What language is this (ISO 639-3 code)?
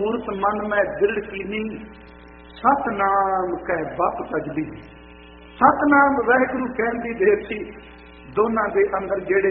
pan